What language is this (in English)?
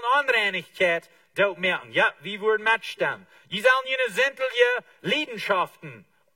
Plautdietsch